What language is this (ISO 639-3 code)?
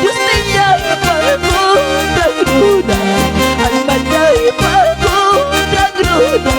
quy